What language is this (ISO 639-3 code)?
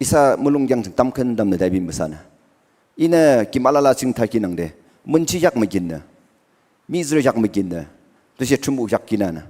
nag